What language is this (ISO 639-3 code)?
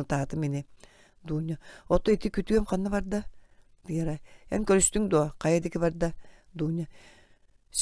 sah